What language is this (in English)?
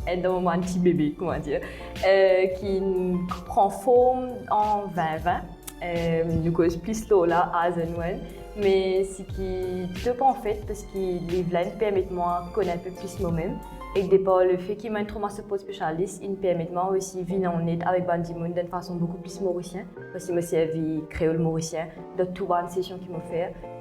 Morisyen